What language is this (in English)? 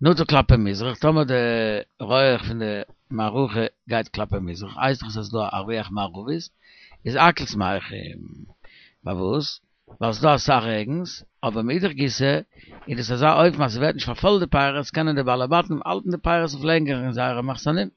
Yiddish